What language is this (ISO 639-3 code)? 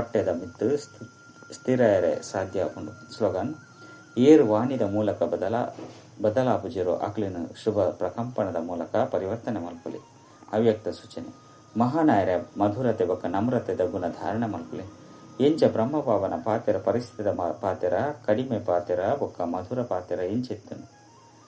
tcy